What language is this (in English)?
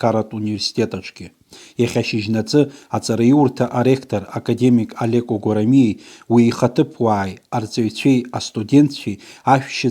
Abkhazian